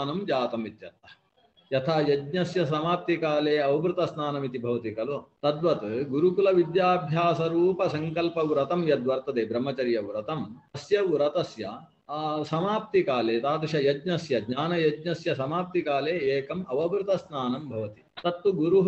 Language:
Sanskrit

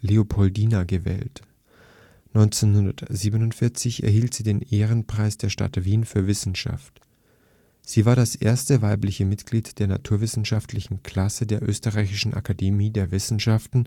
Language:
German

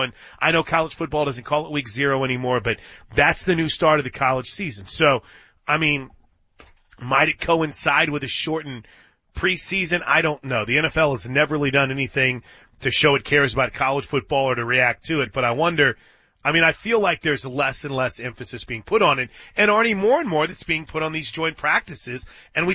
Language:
English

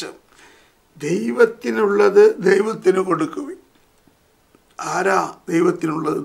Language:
Malayalam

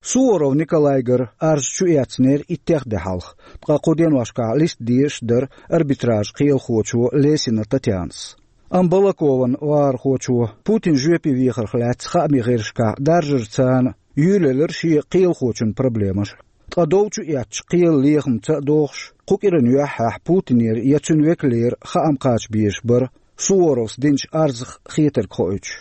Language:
Chechen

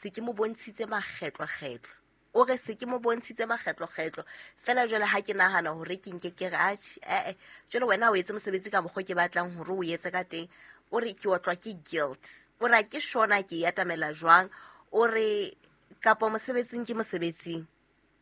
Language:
Southern Sotho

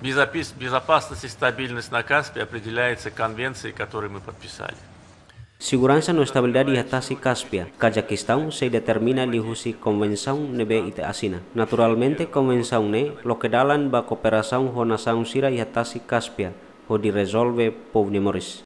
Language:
Tetum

